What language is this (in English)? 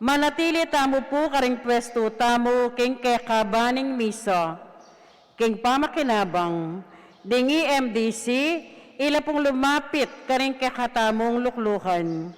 Pampanga